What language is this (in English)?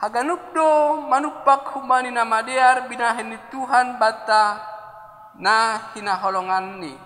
Batak Simalungun